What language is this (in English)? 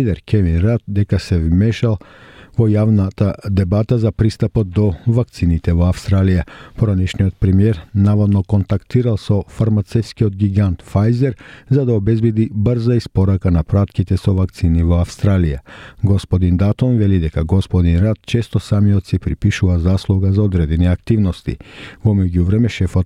Macedonian